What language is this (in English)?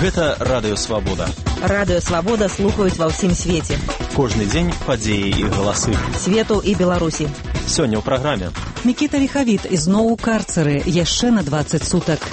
Belarusian